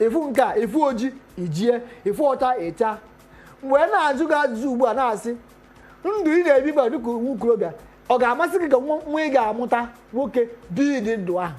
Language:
Igbo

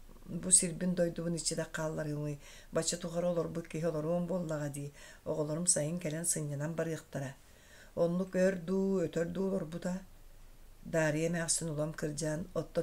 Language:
Yakut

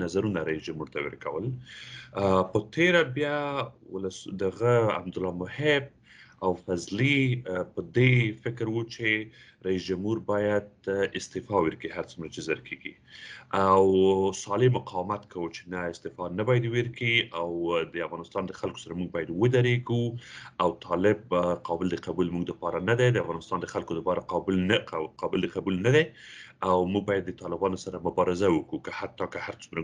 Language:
Pashto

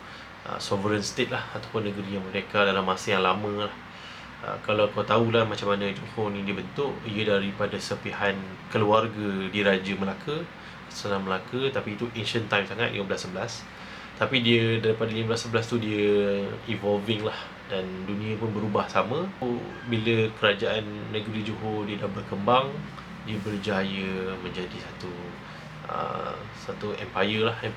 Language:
Malay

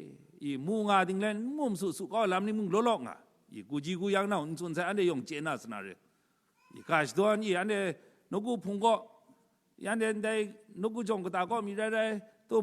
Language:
Kachin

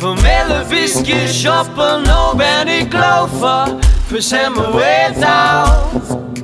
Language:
Bavarian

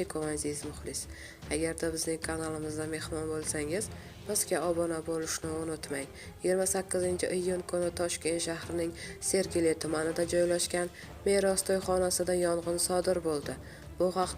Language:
Uzbek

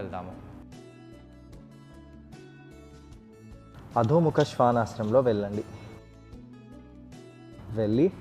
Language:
Telugu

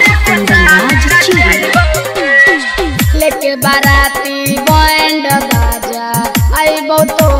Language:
Bhojpuri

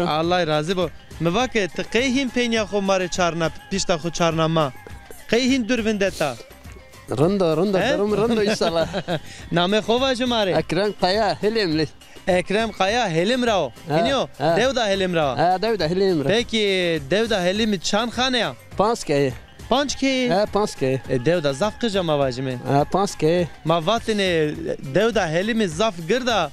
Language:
Zaza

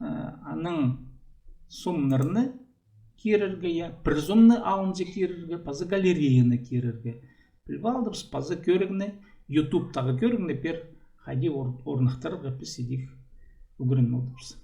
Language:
Khakas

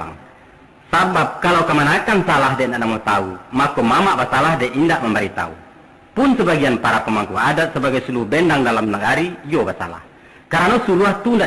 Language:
Minangkabau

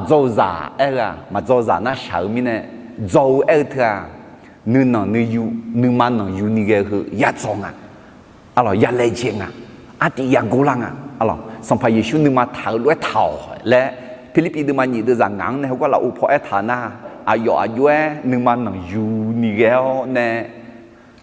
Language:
Akha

